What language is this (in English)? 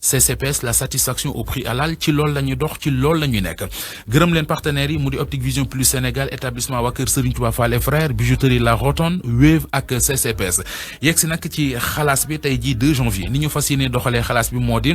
Wolof